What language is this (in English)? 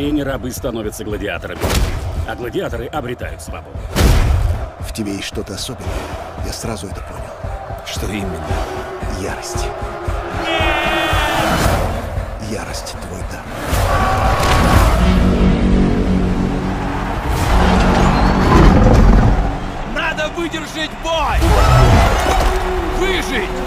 Russian